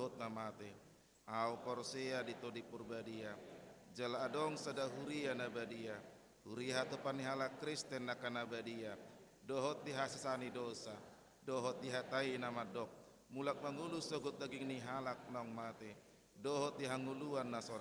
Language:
Batak Toba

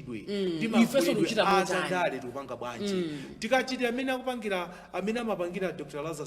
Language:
Nyanja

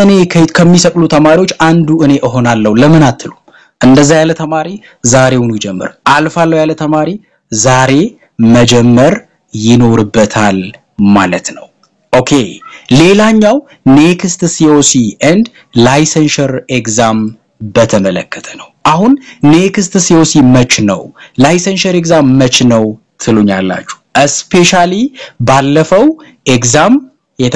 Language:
Amharic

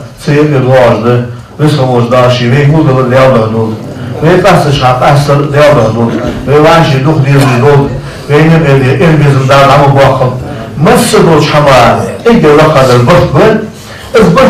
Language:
Ingush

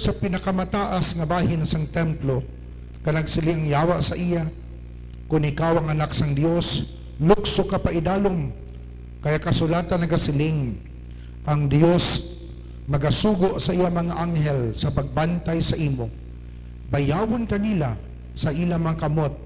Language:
Hiligaynon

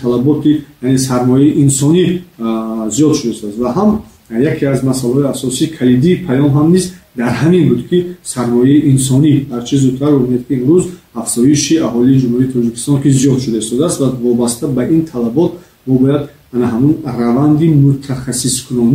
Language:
Tajik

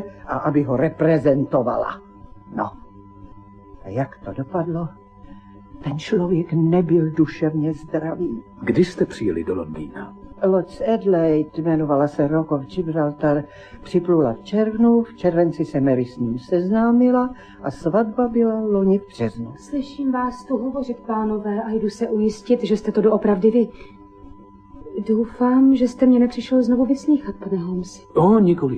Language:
Czech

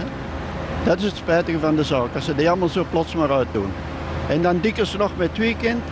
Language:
Dutch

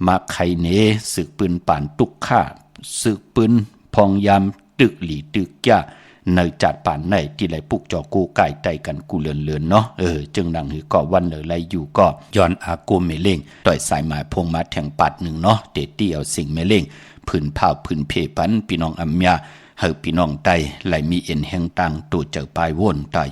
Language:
Shan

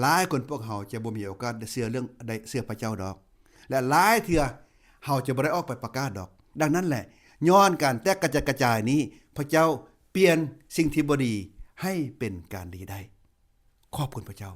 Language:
Lao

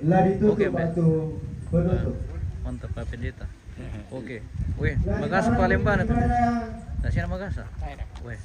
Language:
Toraja-Sa'dan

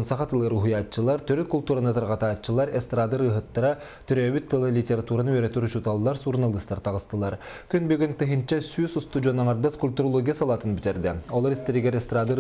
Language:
Yakut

